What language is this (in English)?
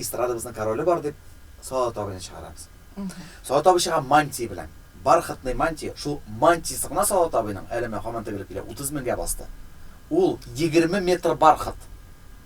Tatar